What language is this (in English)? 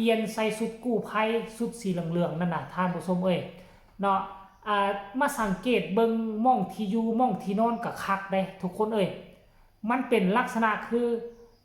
Lao